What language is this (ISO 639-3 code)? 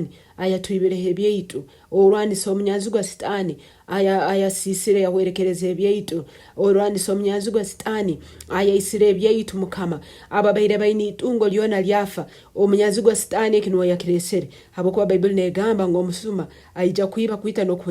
nyo